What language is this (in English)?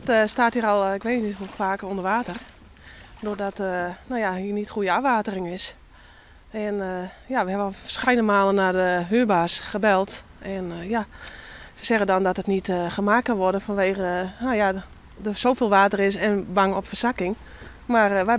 Western Frisian